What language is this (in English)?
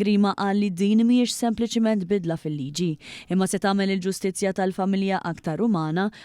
Maltese